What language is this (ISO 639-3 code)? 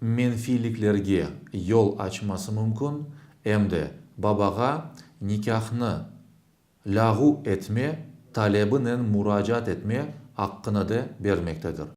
crh